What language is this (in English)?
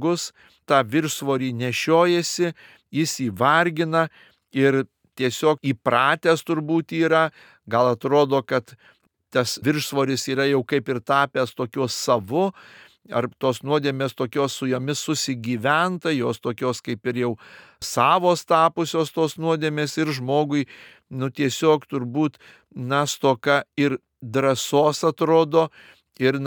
Lithuanian